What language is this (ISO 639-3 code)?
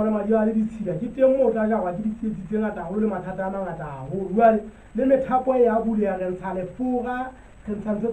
sot